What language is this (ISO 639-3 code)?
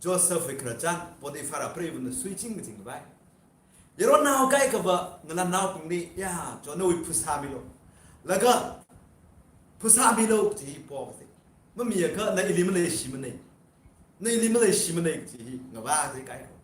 nmf